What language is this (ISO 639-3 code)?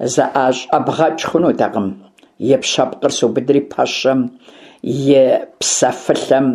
kbd